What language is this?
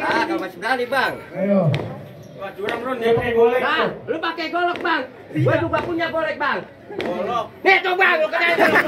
Betawi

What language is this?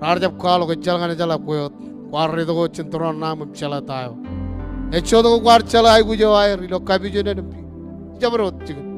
Marshallese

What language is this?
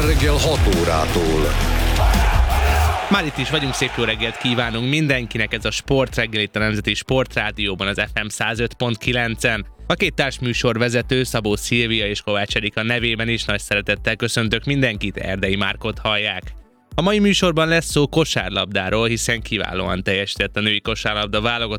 Hungarian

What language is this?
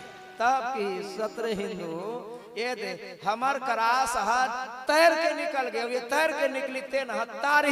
Chhattisgarhi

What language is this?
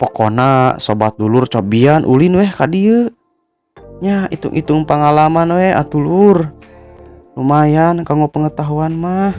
Sundanese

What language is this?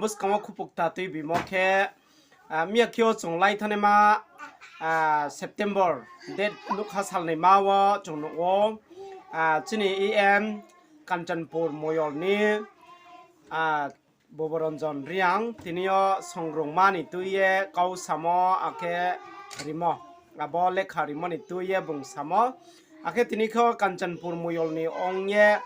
Riang (India)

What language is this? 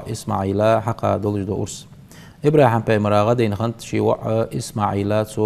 Ingush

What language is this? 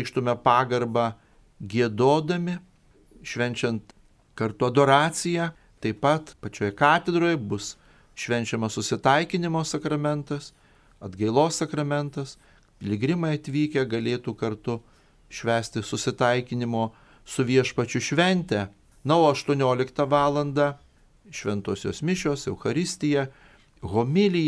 Lithuanian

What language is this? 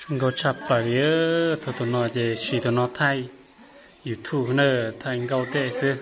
Hmong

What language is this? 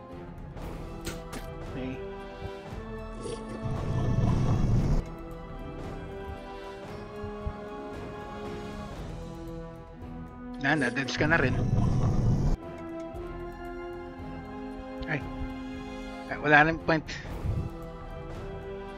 Filipino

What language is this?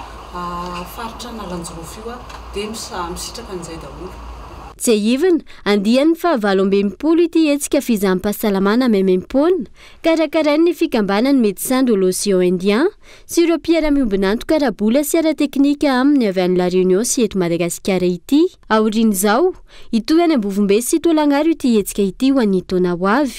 Malagasy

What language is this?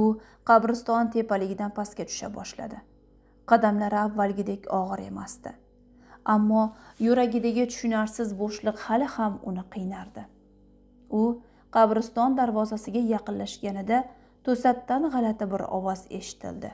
Uzbek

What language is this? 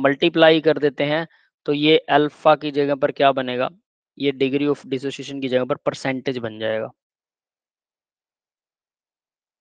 Hindi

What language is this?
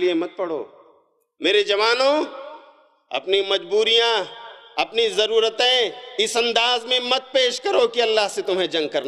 Urdu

